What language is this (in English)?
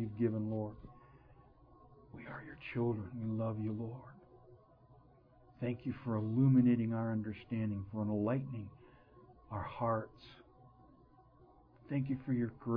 English